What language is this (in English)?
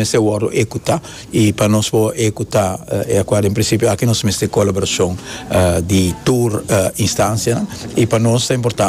Papiamento